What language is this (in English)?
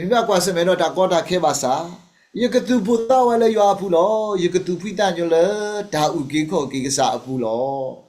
S'gaw Karen